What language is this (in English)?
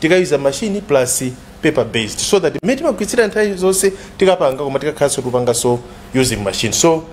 Nyanja